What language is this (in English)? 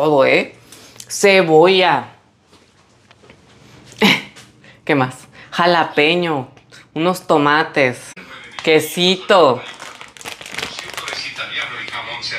Spanish